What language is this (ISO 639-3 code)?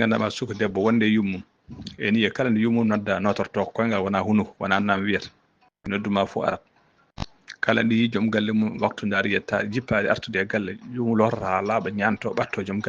ful